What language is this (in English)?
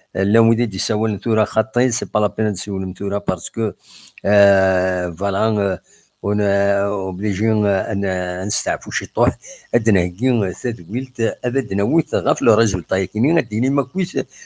Kabyle